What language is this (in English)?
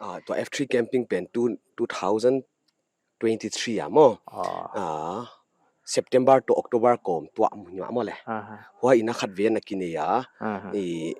Paite Chin